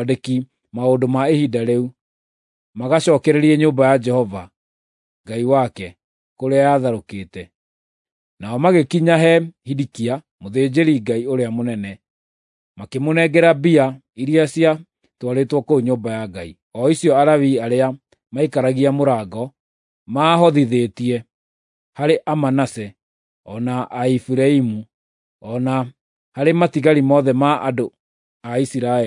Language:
Kikuyu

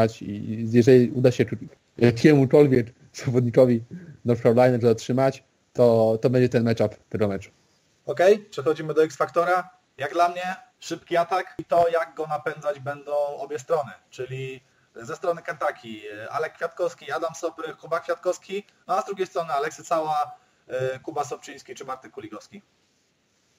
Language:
Polish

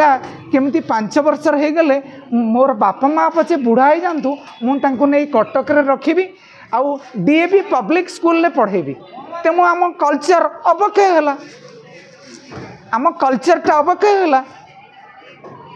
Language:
Odia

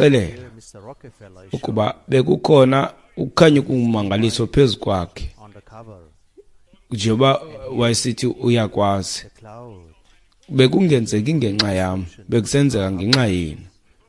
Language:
Xhosa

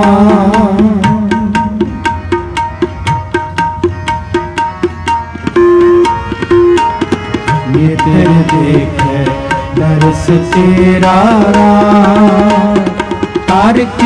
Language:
Punjabi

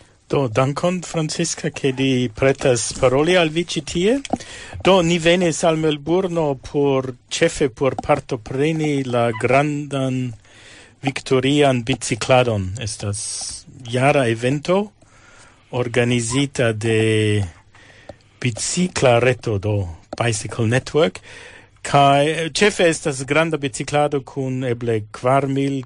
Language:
Esperanto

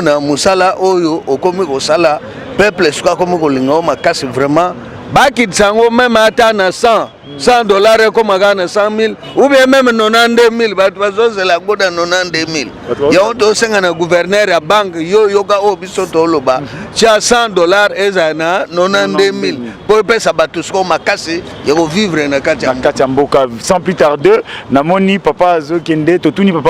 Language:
Lingala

